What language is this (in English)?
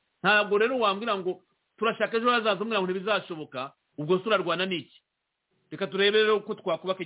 Kinyarwanda